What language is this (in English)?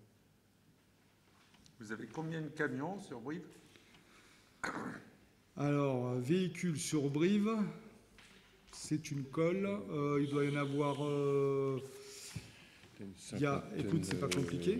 French